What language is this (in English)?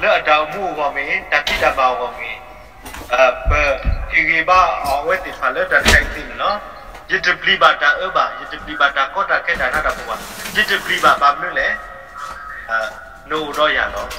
S'gaw Karen